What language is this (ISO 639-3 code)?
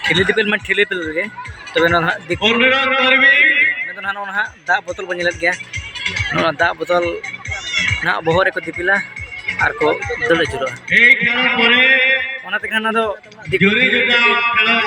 sat